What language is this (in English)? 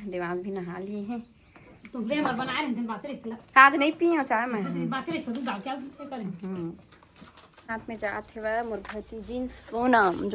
Chhattisgarhi